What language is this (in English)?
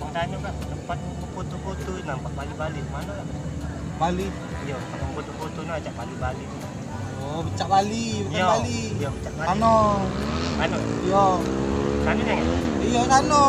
Musi